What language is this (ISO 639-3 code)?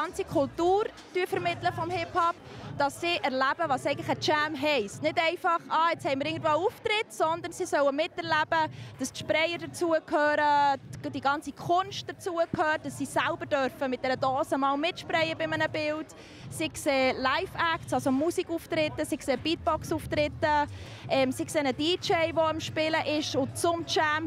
gsw